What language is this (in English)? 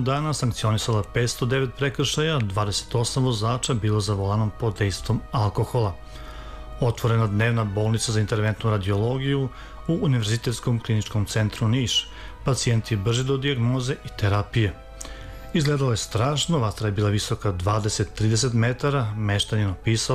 Serbian